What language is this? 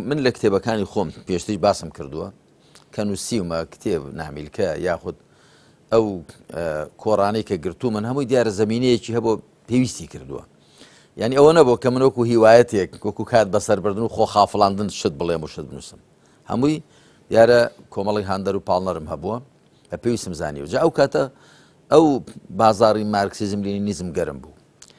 Central Kurdish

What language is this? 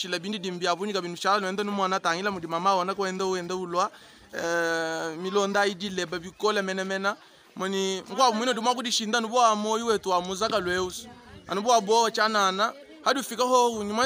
Luba-Lulua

